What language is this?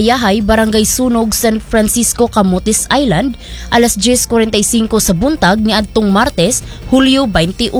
Cebuano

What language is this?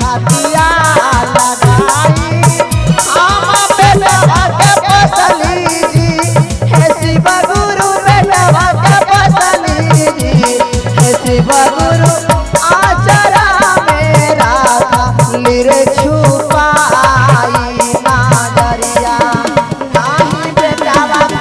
Magahi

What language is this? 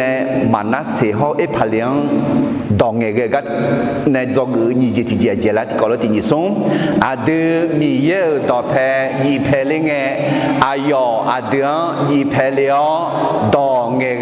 Akha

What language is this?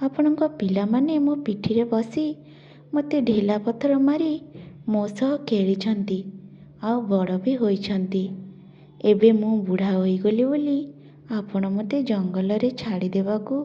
Odia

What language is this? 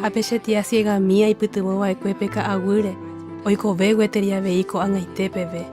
Guarani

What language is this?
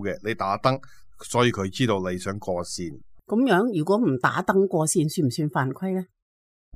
Cantonese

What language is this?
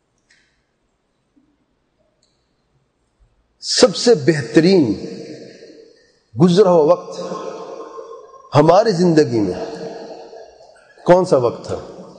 Urdu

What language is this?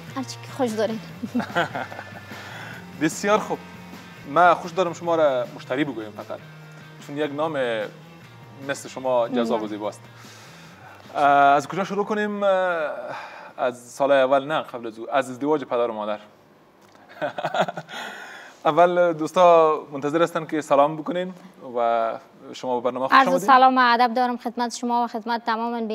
Persian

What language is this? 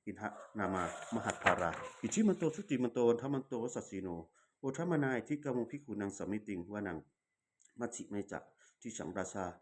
Pali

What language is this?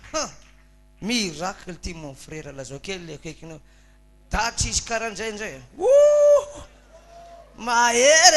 Malagasy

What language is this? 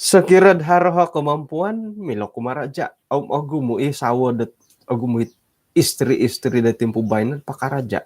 Central Dusun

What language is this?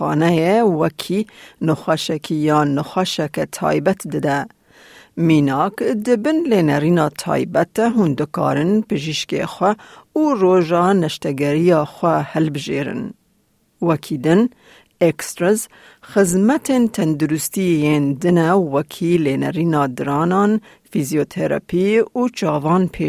Kurdish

